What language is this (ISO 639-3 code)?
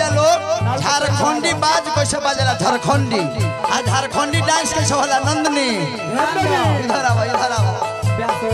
bho